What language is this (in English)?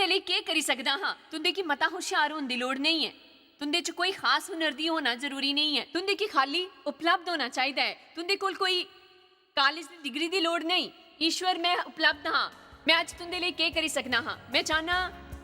Dogri